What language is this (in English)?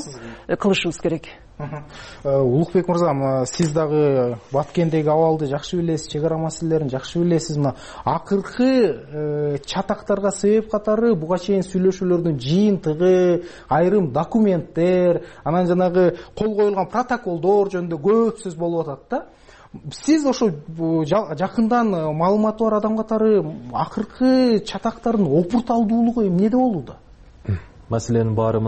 Kyrgyz